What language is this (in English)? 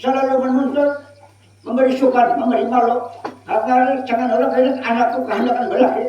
Banjar